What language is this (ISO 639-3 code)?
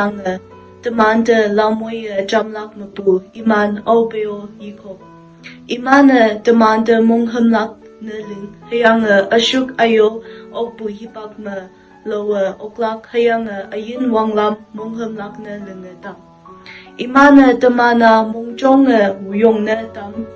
nbe